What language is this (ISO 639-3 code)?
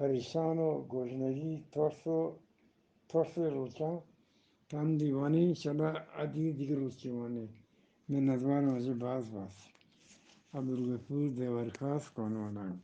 bgp